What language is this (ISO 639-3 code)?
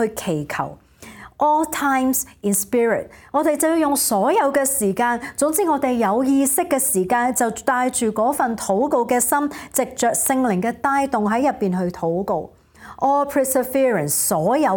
yue